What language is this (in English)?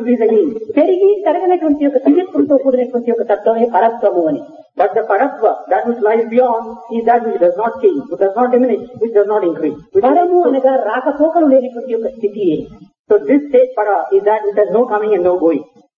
Telugu